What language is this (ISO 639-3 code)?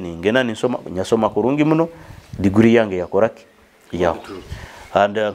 nyo